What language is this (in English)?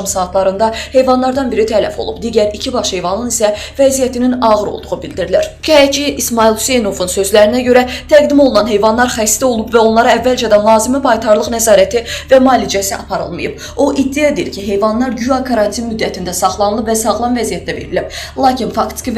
Azerbaijani